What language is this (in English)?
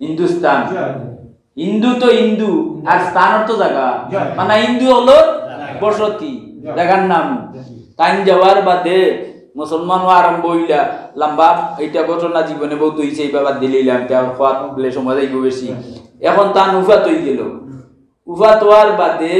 Sylheti